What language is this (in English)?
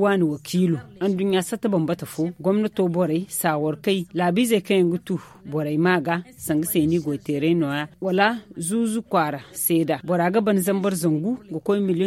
Zarma